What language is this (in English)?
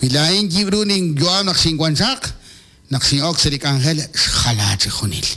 Kekchí